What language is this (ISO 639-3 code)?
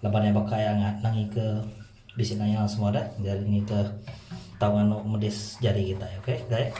iba